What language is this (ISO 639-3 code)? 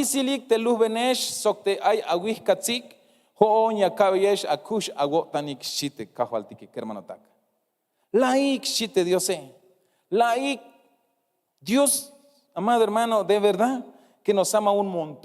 tzh